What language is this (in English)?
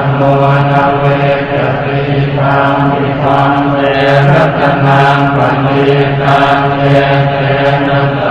Pali